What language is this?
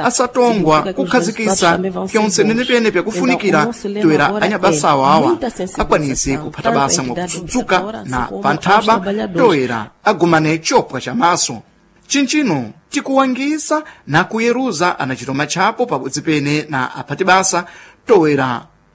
Sena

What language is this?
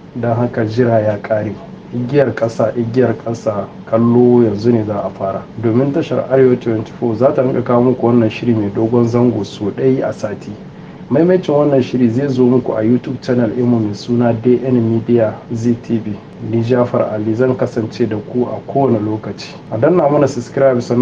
Hausa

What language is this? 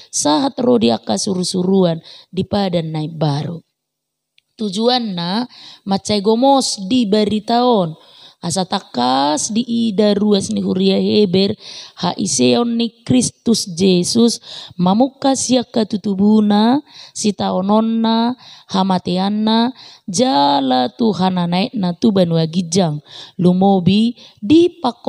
Batak Toba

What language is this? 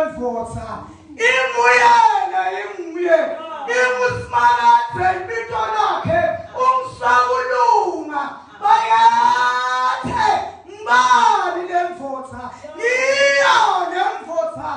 Zulu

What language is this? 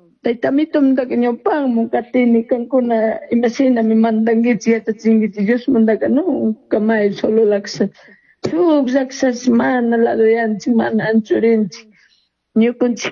Chimborazo Highland Quichua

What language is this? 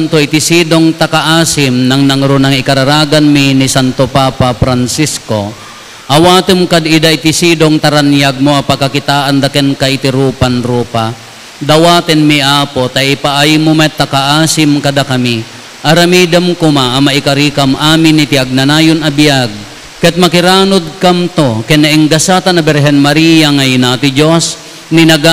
Iloko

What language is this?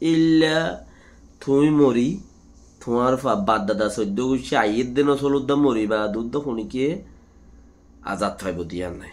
Rohingya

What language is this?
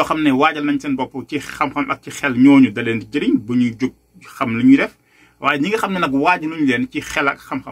Wolof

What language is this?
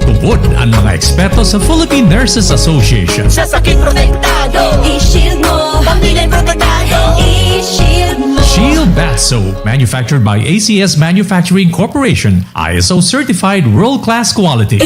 Bikol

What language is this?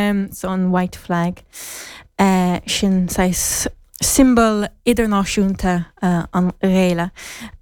Irish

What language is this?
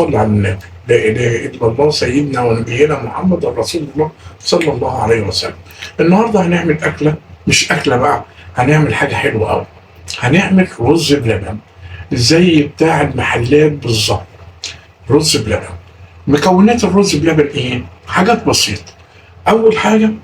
Egyptian Arabic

